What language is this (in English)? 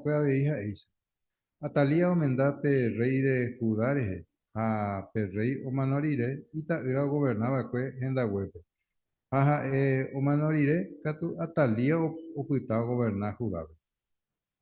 Guarani